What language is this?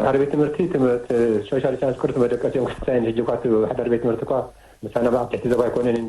Tigrinya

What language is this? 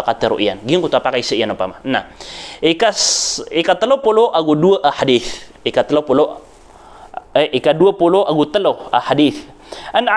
Maranao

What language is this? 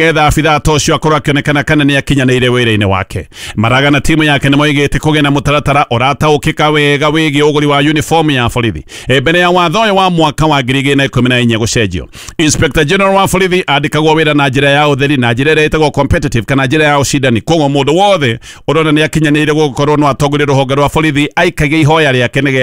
Kikuyu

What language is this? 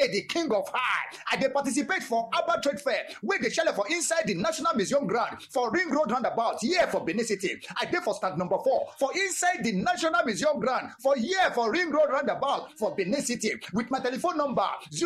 Nigerian Pidgin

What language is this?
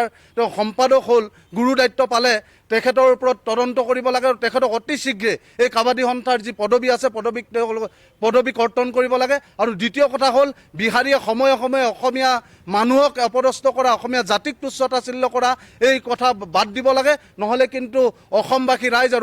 Assamese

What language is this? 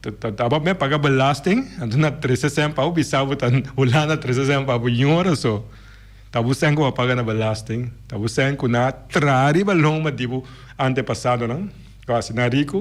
Papiamento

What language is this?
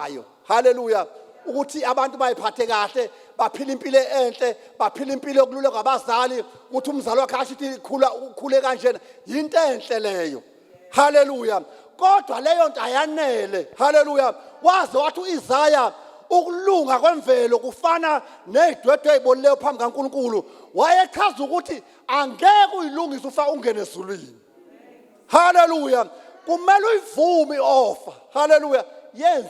Zulu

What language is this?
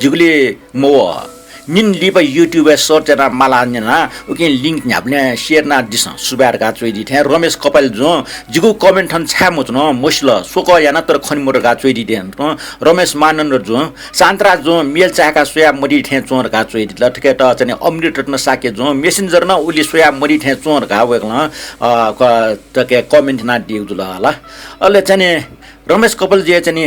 Newari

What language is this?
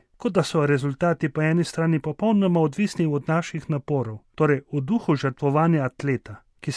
Slovenian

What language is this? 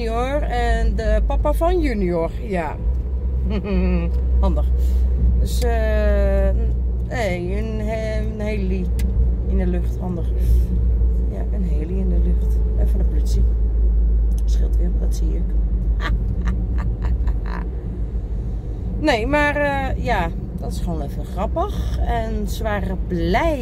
Dutch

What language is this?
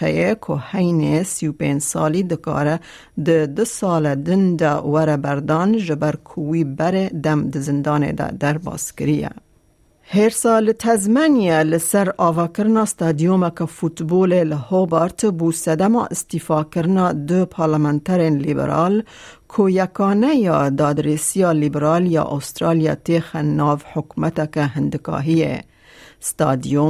Kurdish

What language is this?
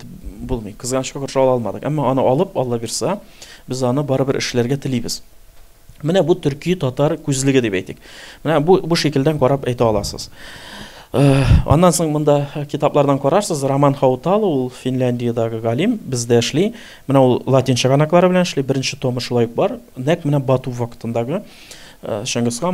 Tatar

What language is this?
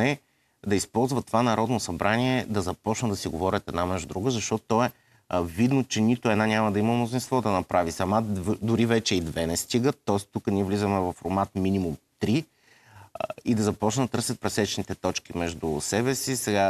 Bulgarian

